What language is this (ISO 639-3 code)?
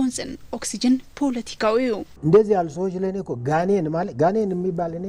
tir